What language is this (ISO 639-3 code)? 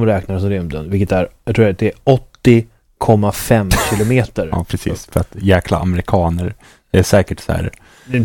swe